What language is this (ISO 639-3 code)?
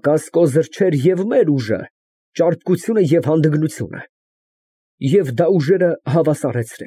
hye